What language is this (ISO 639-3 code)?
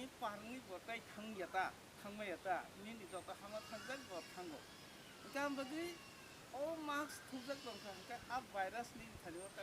trp